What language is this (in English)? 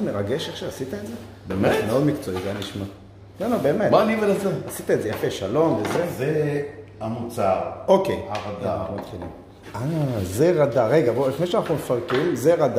Hebrew